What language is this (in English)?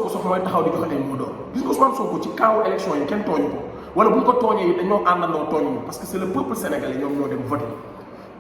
Wolof